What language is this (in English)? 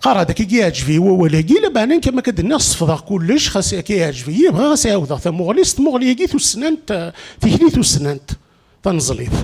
Kabyle